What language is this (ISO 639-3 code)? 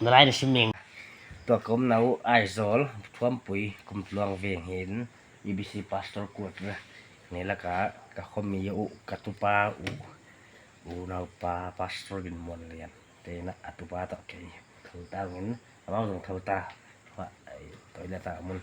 pck